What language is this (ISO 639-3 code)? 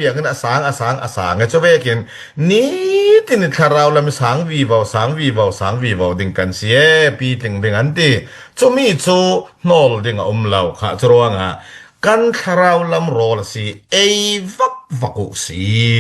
cfm